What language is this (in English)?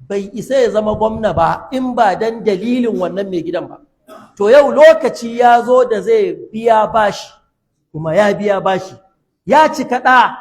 Hausa